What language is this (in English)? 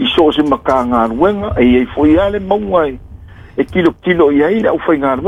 Samoan